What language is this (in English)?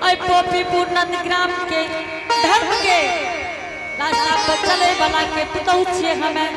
Angika